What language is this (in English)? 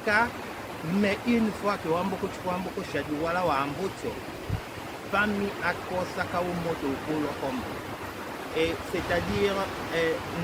Tetela